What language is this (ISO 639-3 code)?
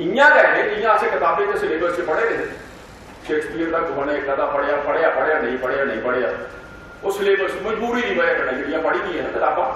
doi